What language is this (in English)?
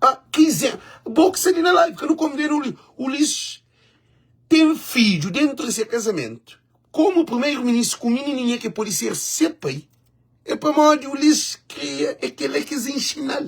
Kabuverdianu